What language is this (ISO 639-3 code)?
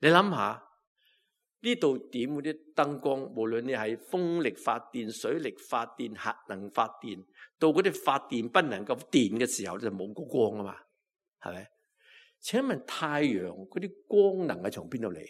yue